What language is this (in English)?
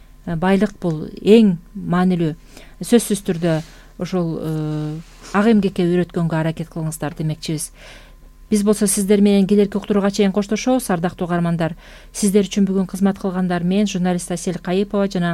Kyrgyz